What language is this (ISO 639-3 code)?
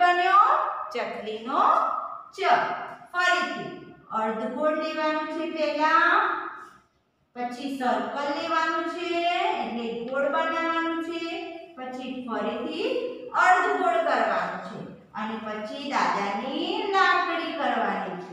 guj